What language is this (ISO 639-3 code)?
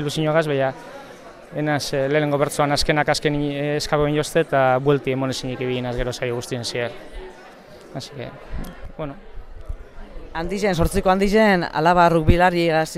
eus